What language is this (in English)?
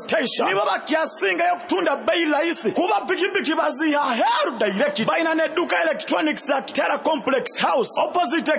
Nyoro